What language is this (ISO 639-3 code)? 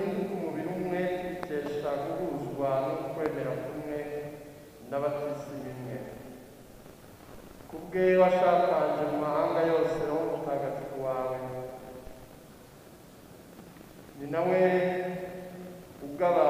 kin